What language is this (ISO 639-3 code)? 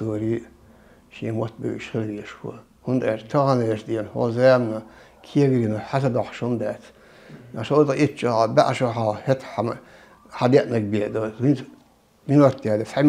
che